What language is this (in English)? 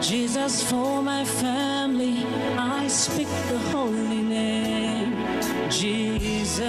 Ewe